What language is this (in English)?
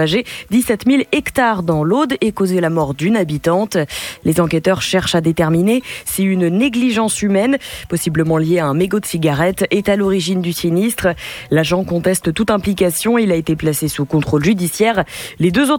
French